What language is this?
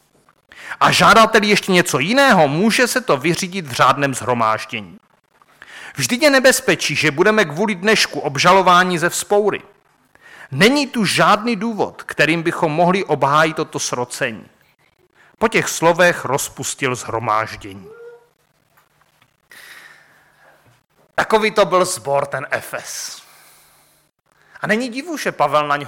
Czech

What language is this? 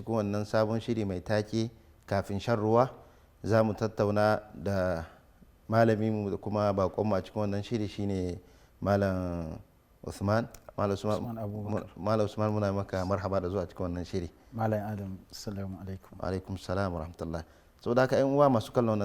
Hausa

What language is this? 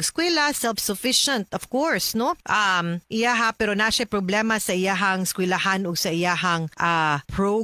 Cebuano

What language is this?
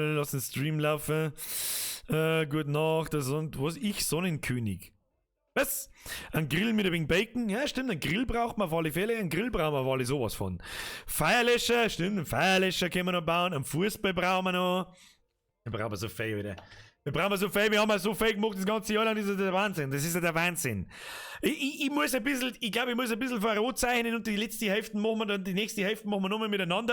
Bavarian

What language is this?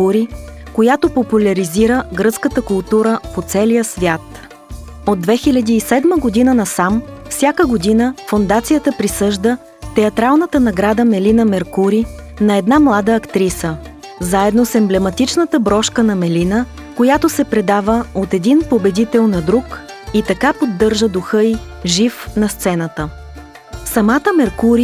Bulgarian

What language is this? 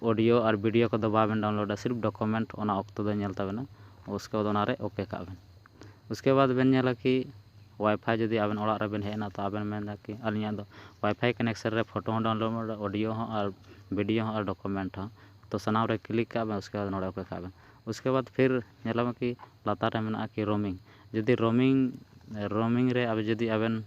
Santali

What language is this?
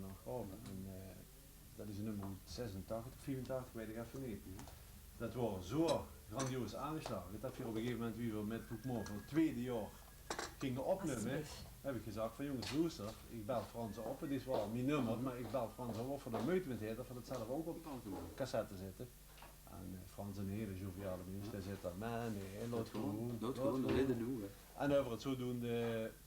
Limburgish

